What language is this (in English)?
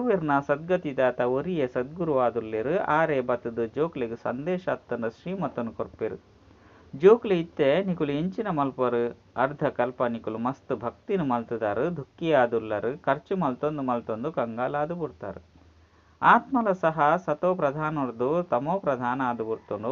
Tulu